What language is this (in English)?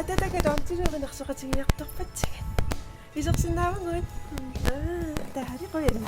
Kalaallisut